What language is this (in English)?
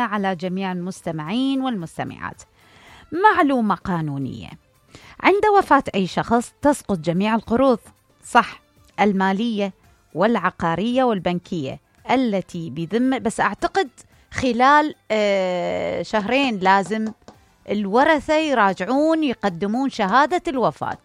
Mesopotamian Arabic